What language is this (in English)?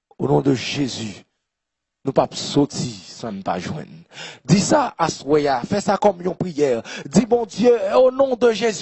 French